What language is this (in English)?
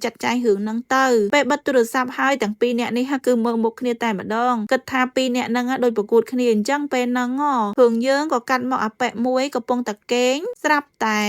Khmer